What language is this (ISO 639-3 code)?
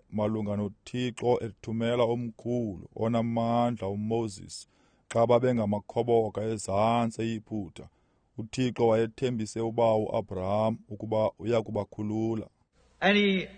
xho